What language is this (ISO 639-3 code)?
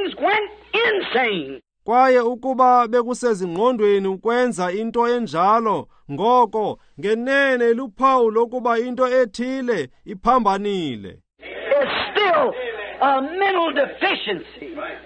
xho